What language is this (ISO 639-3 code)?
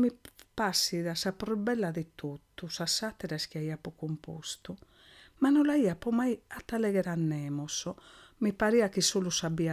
srd